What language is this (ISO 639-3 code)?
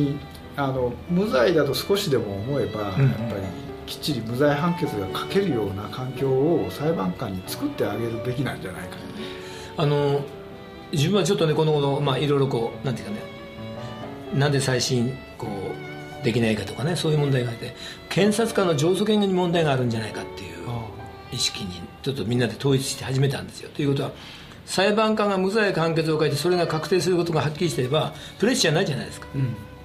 jpn